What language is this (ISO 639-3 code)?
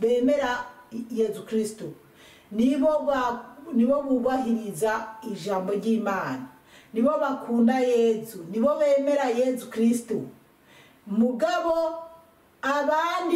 run